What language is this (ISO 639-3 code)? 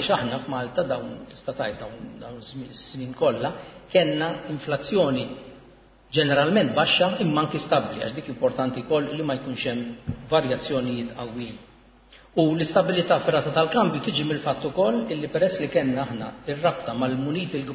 mlt